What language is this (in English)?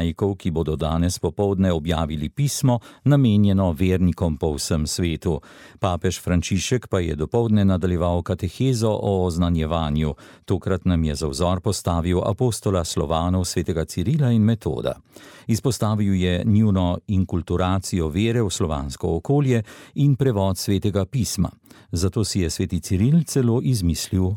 Slovenian